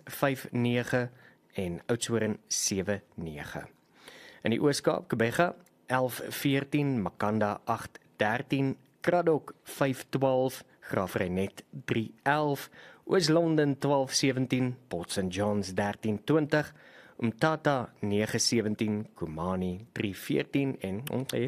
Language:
Afrikaans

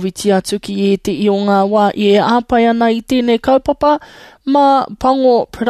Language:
Māori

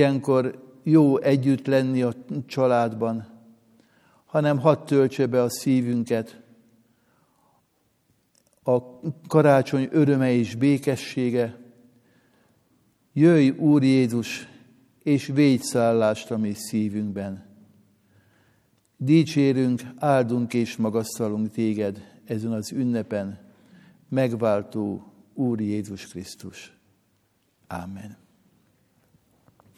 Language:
Hungarian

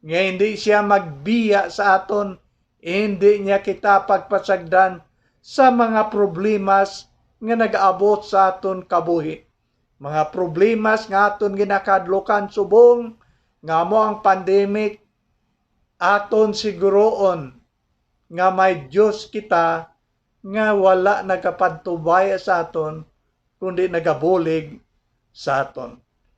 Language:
Hiligaynon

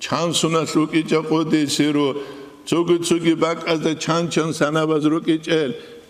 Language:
Avaric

